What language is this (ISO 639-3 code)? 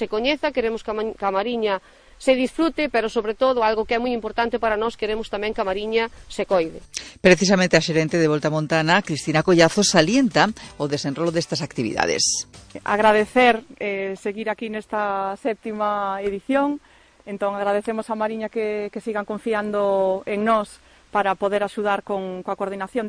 glg